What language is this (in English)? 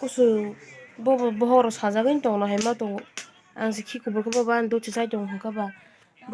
Kok Borok